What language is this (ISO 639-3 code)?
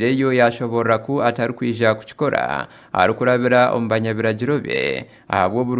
nyn